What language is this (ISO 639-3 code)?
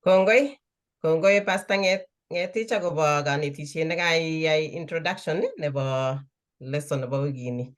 kln